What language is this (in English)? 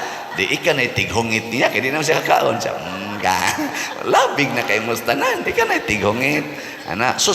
Cebuano